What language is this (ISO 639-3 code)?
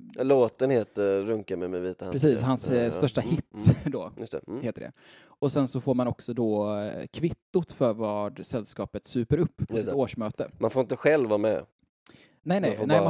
swe